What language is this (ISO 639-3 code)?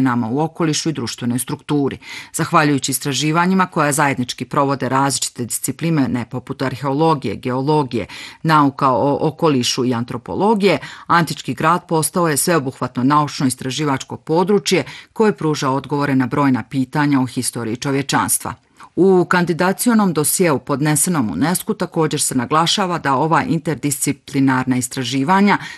bos